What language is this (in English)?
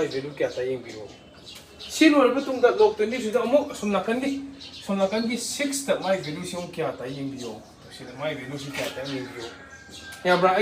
Manipuri